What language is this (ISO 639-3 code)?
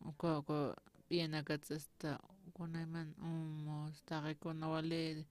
aym